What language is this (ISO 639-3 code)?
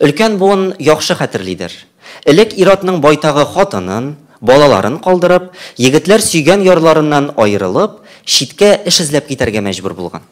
tat